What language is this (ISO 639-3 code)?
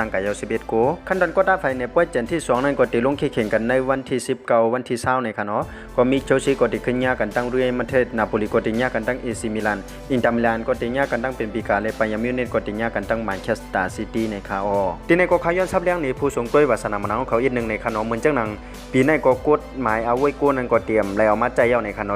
shn